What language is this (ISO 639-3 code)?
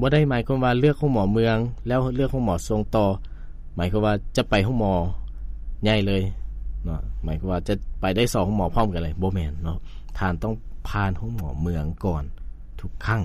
lao